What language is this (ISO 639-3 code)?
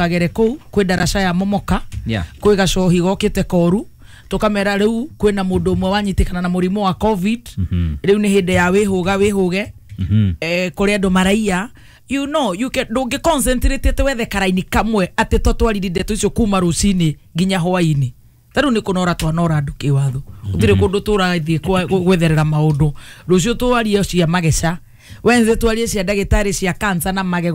kik